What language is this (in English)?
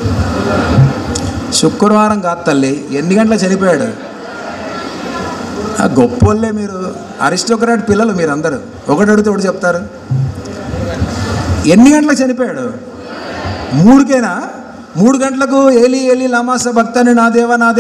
Telugu